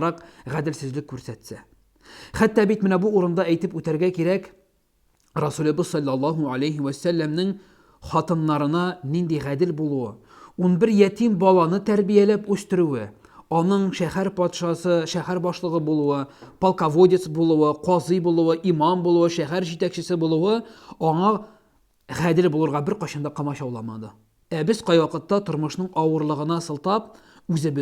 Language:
Tatar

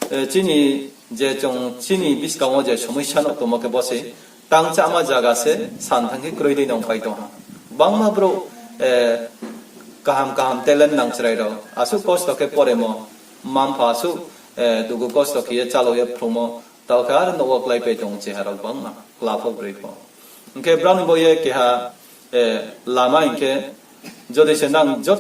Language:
Riang (India)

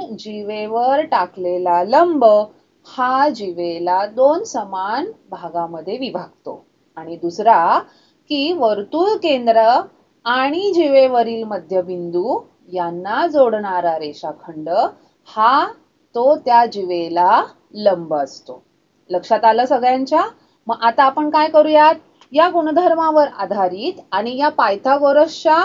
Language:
Marathi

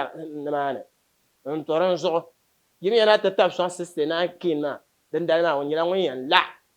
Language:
Dagbani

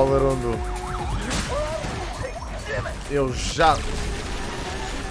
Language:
Portuguese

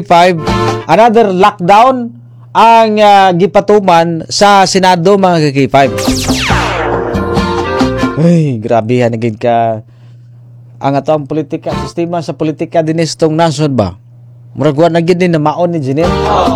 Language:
Cebuano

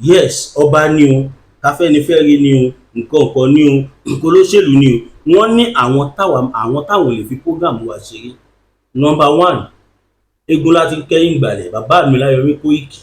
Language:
Yoruba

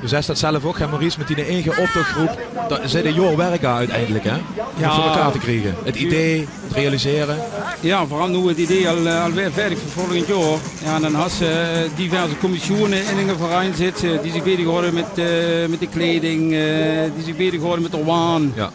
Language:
Limburgish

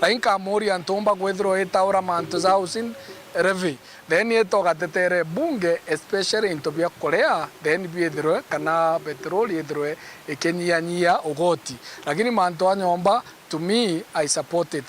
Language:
Meru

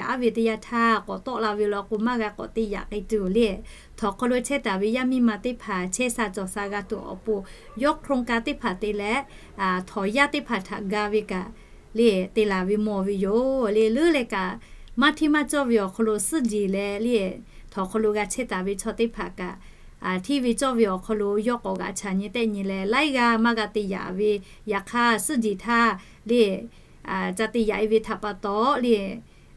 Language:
Lahu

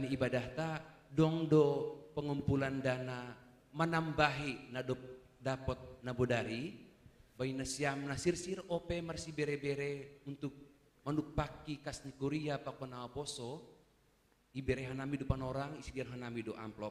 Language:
Batak Simalungun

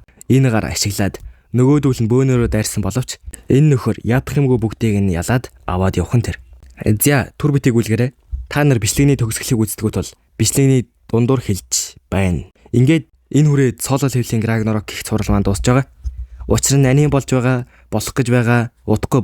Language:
Mongolian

